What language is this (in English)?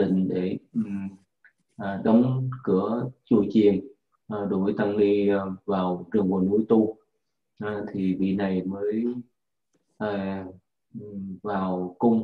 Vietnamese